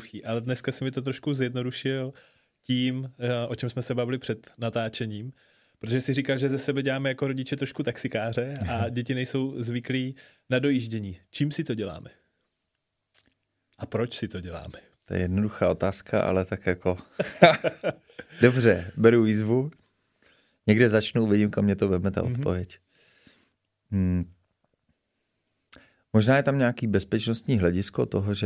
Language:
Czech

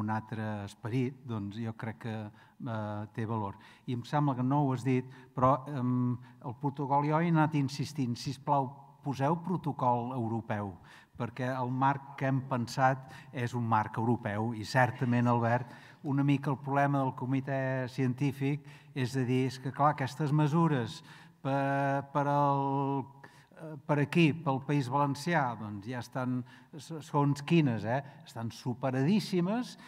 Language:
Catalan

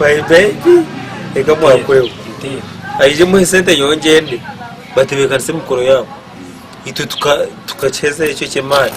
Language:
Nyankole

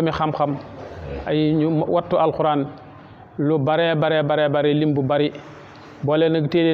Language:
Wolof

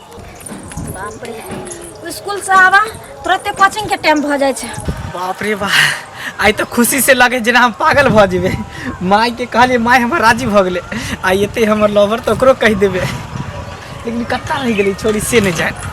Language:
Maithili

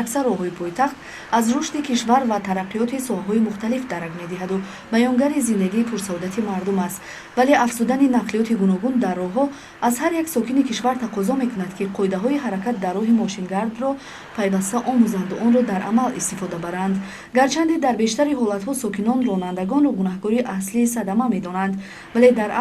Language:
Tajik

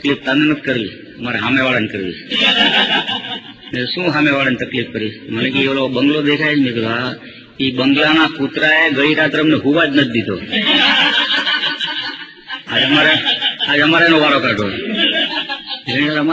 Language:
Gujarati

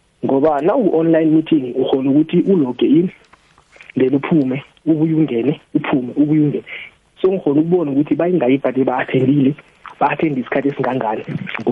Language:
South Ndebele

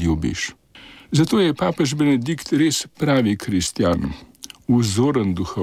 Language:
Slovenian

